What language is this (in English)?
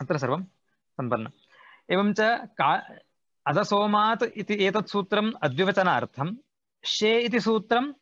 Sanskrit